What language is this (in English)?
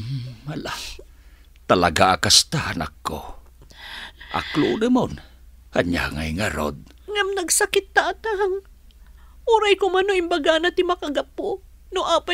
Iloko